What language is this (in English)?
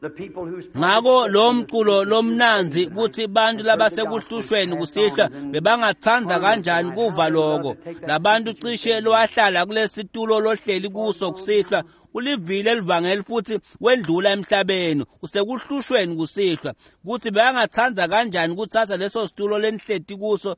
Swati